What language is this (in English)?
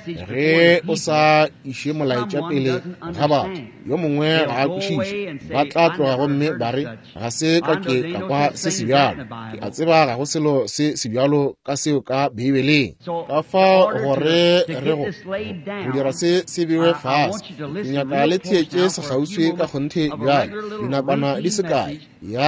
Northern Sotho